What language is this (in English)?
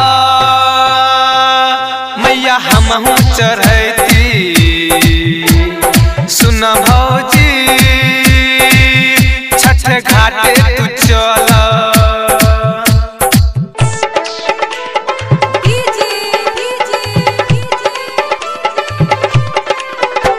Bhojpuri